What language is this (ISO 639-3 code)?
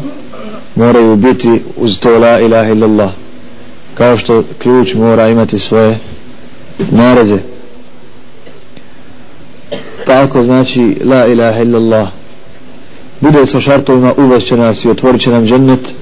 bos